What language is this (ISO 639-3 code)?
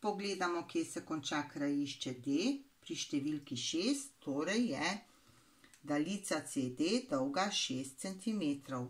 slv